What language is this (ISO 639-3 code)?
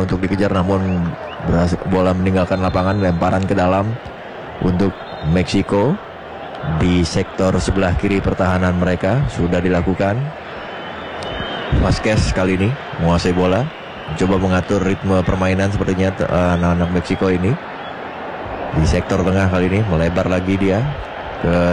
ind